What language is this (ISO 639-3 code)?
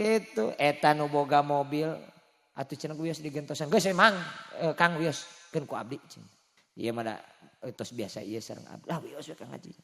sun